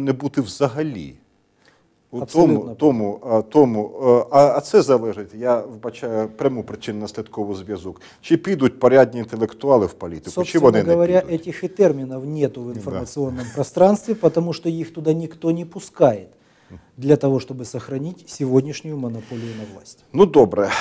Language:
Ukrainian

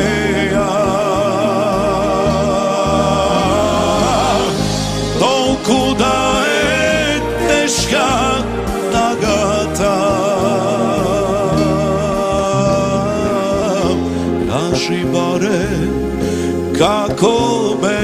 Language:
Macedonian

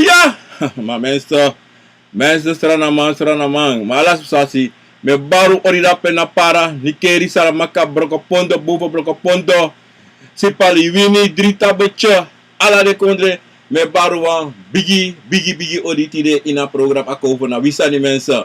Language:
Sranan Tongo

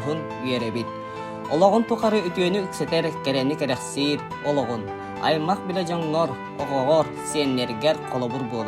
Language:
Yakut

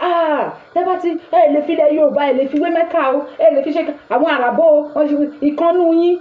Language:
Yoruba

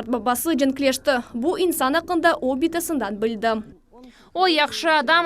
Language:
Crimean Tatar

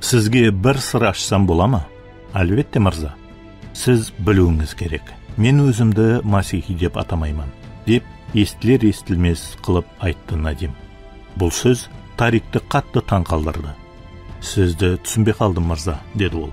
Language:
Kara-Kalpak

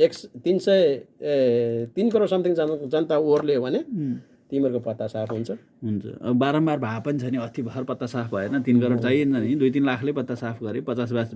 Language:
Nepali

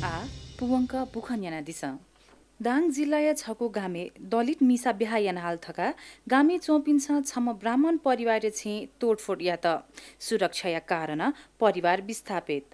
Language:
Newari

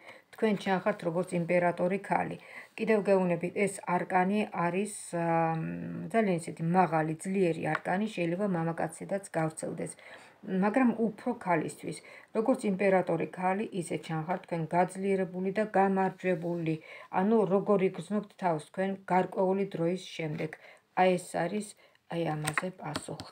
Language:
Georgian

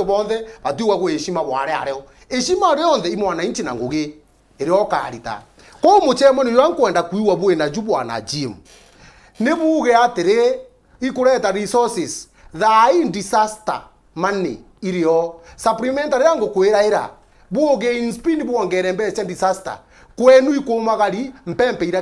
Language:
Meru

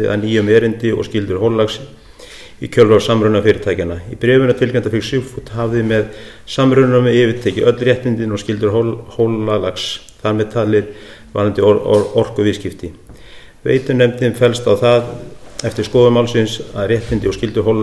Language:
Icelandic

